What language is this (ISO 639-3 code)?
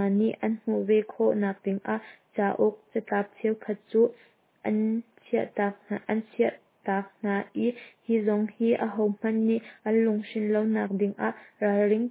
cnh